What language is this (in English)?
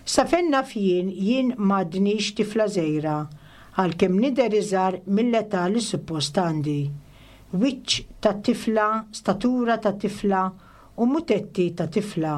Maltese